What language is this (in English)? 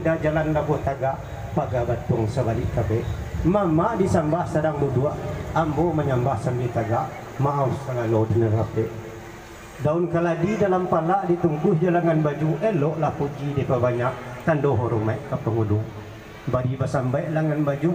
Minangkabau